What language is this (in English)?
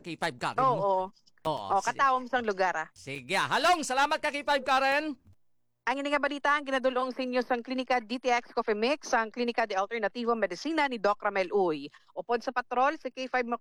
Hiligaynon